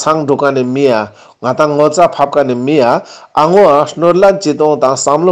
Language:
Ladakhi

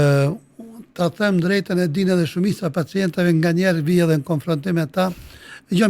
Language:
Albanian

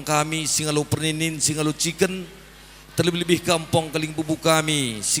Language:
Batak Karo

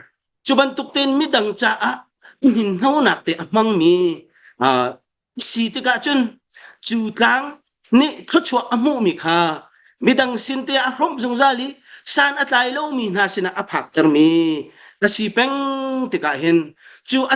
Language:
Hakha Chin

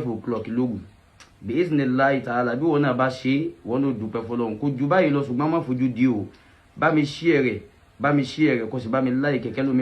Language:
Yoruba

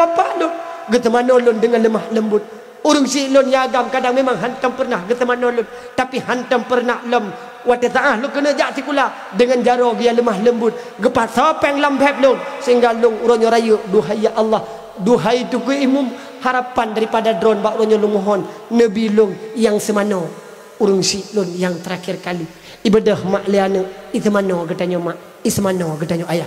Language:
Achinese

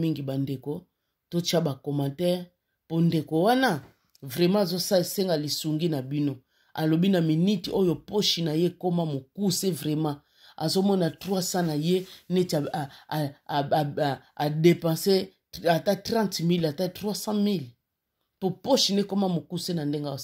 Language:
Lingala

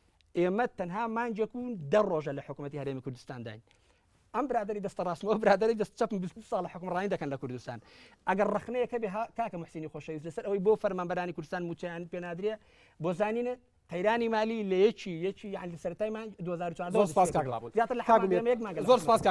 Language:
Central Kurdish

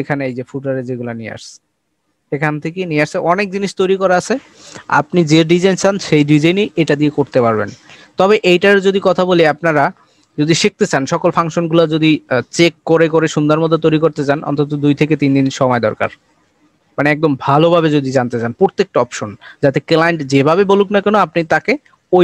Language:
Bangla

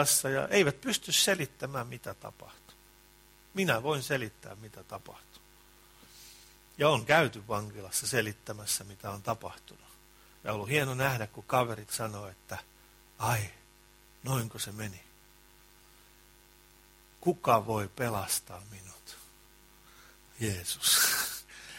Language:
Finnish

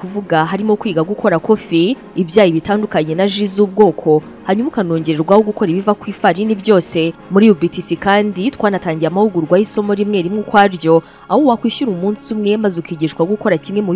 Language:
Kinyarwanda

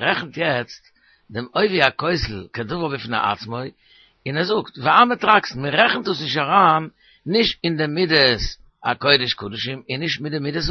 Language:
Yiddish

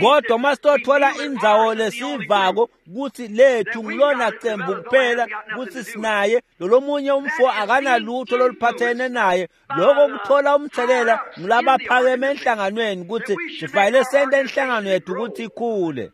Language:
Swati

